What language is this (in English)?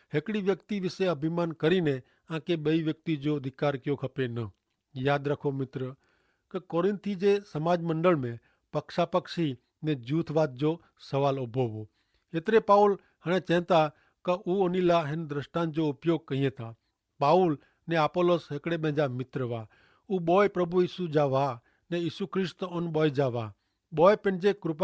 Kachhi